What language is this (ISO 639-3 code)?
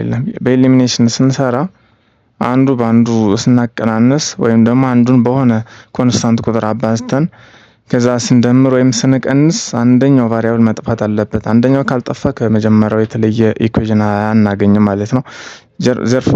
amh